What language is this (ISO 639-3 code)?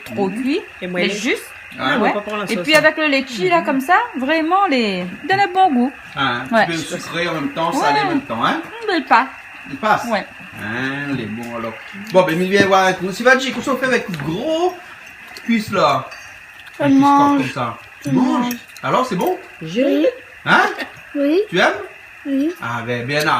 rcf